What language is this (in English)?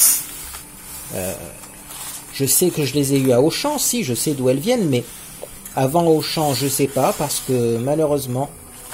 French